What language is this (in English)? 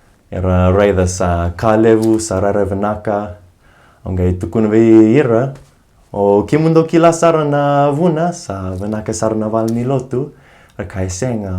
Fijian